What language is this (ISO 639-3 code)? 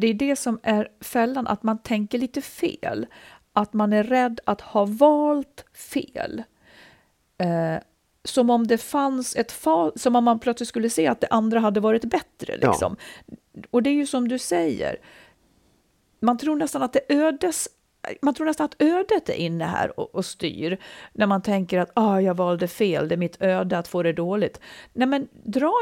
swe